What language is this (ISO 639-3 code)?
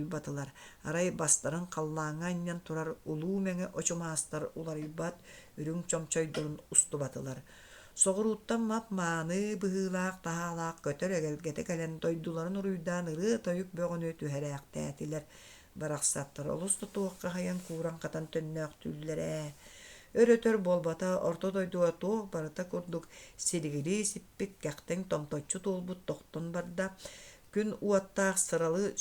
sah